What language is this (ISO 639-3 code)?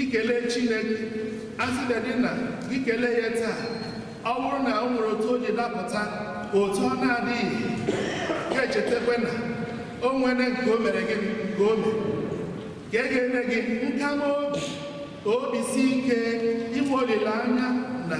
ibo